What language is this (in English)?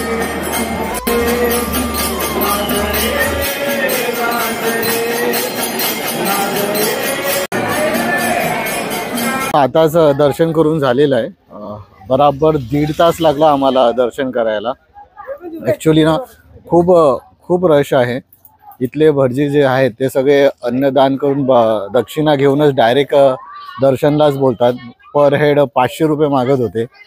Marathi